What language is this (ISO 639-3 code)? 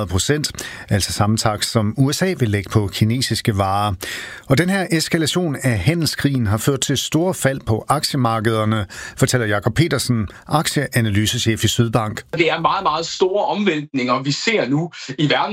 dan